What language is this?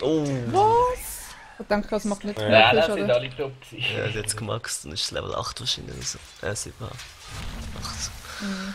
Swiss German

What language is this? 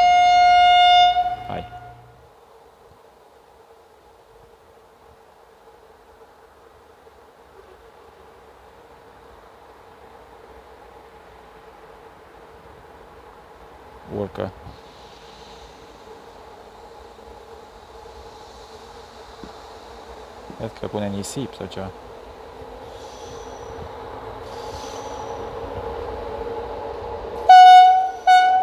Romanian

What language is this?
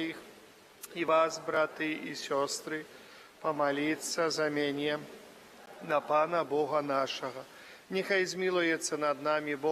Belarusian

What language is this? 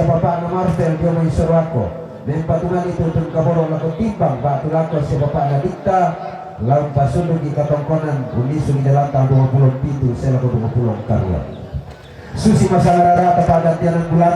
Toraja-Sa'dan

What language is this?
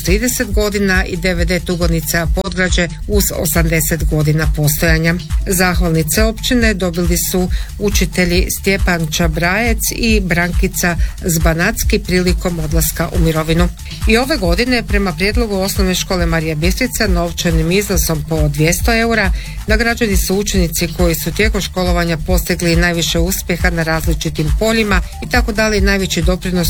Croatian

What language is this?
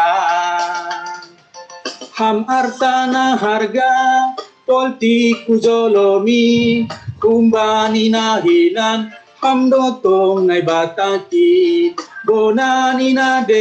Batak Simalungun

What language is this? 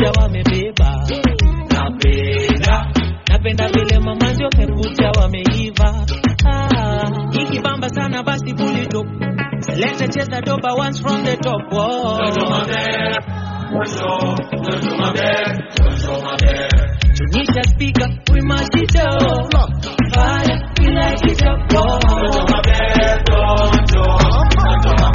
Swahili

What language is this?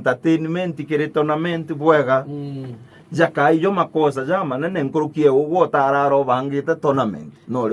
Meru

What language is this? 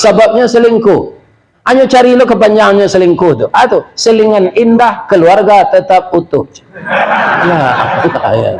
Minangkabau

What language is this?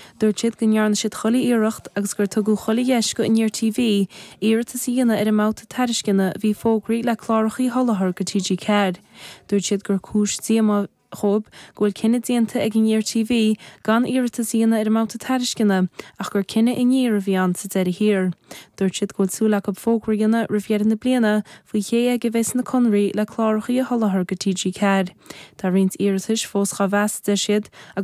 Irish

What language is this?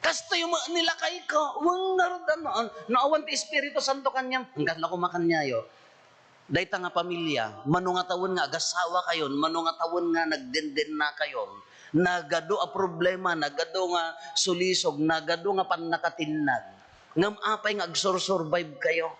Iloko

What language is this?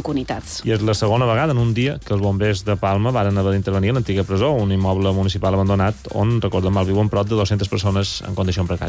Catalan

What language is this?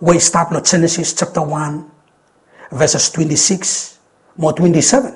Bislama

